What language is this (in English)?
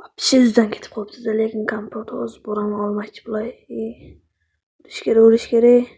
Uzbek